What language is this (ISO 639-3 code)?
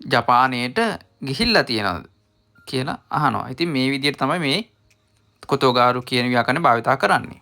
sin